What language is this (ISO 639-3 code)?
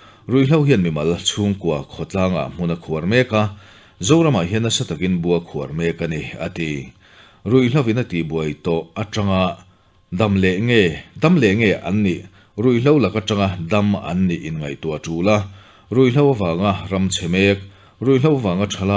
lus